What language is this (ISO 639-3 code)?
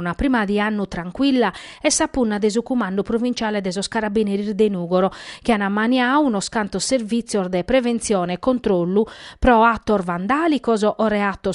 srd